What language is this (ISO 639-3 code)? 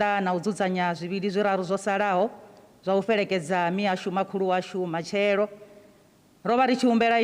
ven